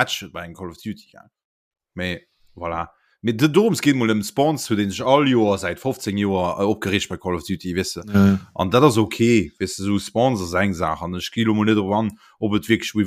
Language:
Luxembourgish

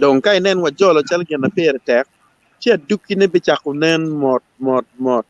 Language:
Acoli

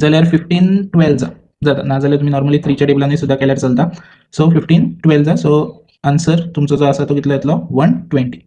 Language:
Konkani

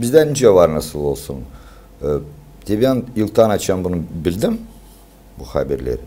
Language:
Gagauz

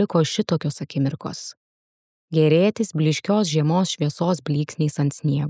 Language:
Lithuanian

